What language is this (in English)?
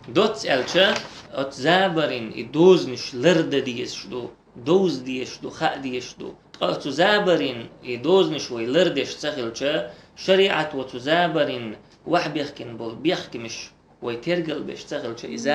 Chechen